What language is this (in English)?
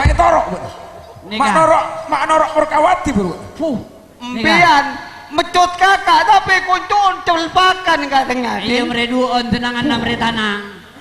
Madurese